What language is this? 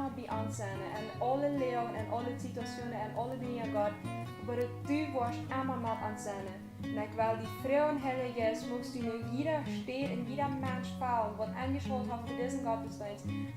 Plautdietsch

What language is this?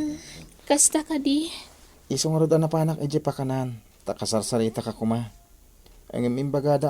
Iloko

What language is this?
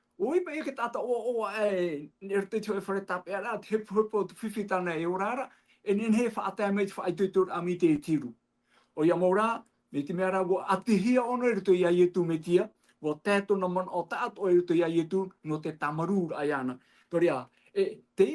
Tahitian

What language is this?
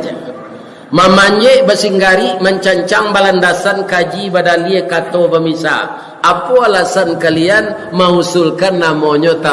Minangkabau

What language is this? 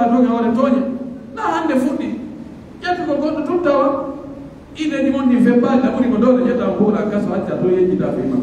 Pular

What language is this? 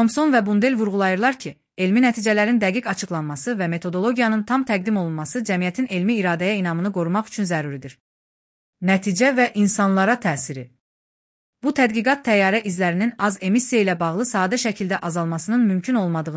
Azerbaijani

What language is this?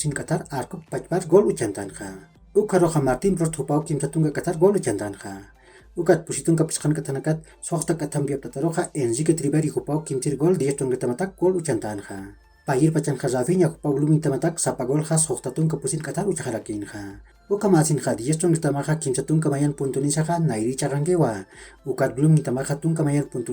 Aymara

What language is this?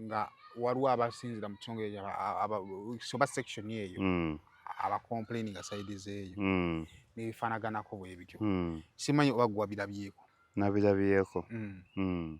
Ganda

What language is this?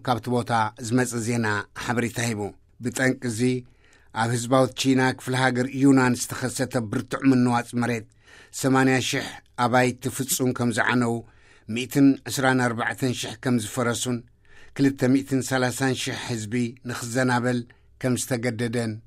Tigrinya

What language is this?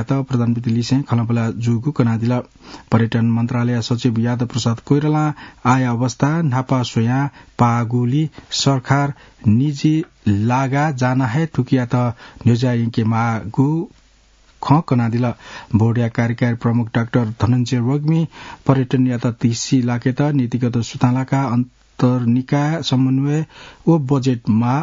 Newari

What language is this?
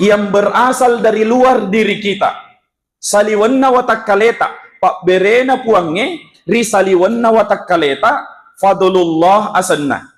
Buginese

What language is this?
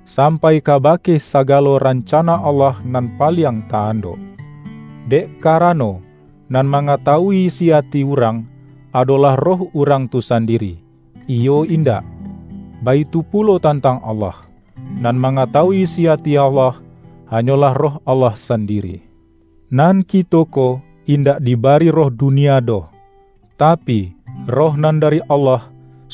Minangkabau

